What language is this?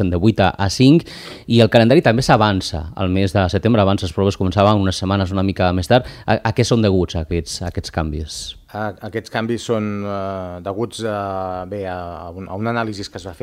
Catalan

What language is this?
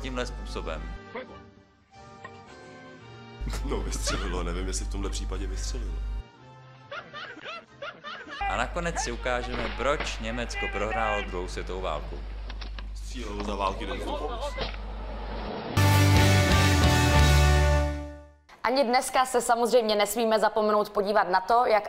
Czech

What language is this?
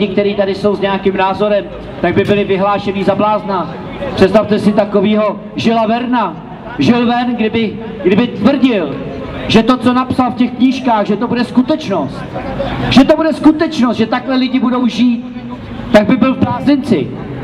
Czech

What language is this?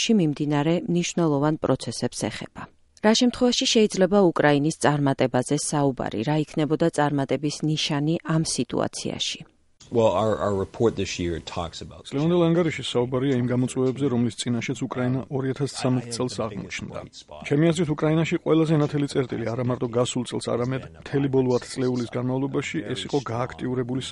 Georgian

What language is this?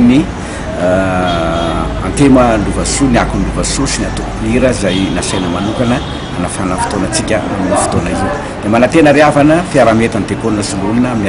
Malagasy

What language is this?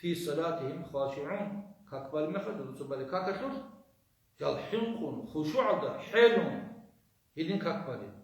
Avaric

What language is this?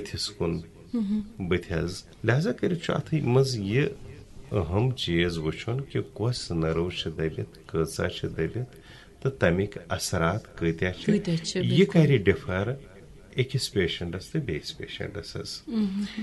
Kashmiri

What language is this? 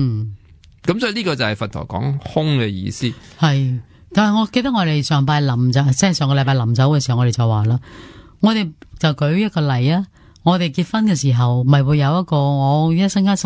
Cantonese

